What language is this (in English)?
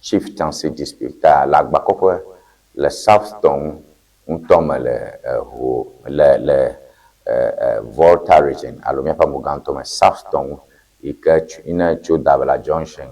Ewe